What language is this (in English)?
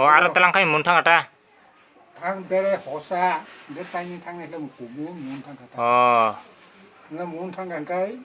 Kok Borok